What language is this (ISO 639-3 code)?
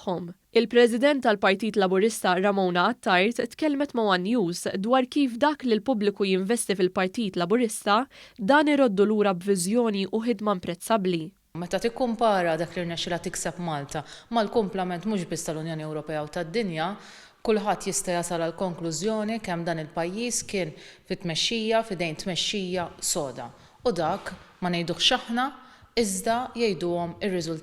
mlt